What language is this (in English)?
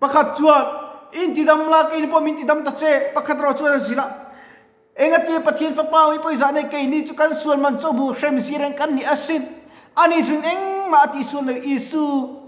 Mizo